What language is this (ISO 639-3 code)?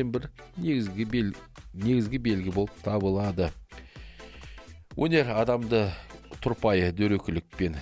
kaz